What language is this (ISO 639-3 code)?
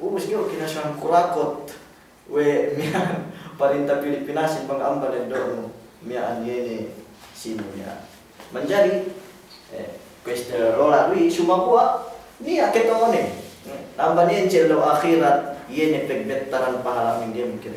yka